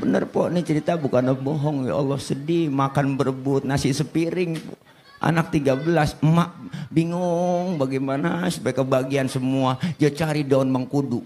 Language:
Betawi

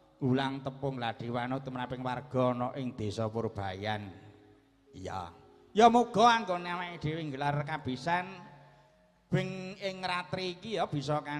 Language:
Javanese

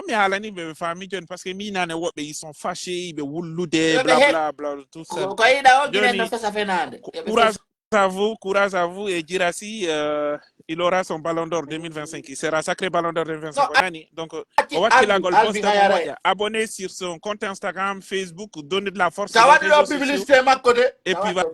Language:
Pular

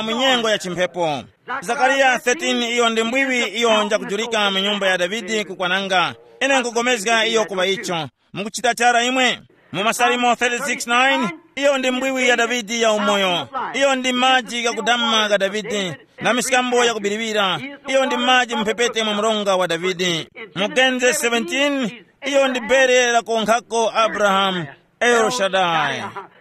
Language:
Tumbuka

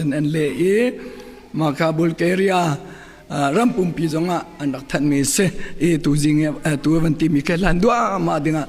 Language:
Hakha Chin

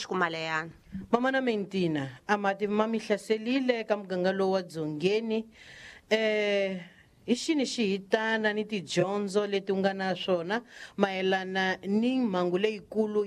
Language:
Tsonga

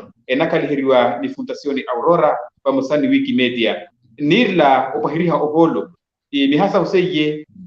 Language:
Makhuwa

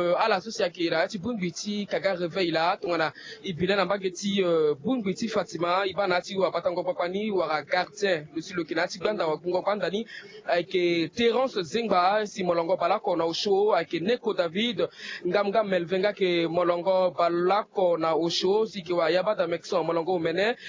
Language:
Sango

